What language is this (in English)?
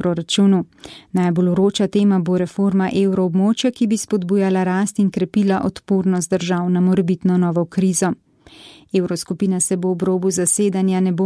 Slovenian